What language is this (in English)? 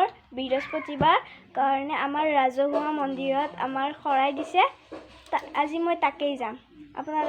Assamese